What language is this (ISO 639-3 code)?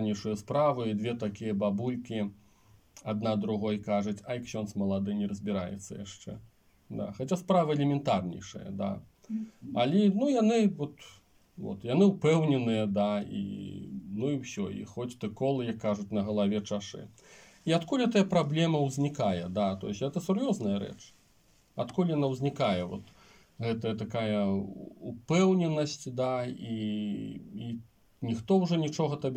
bel